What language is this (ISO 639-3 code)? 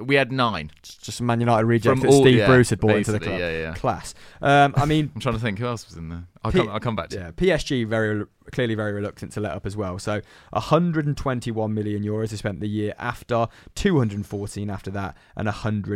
eng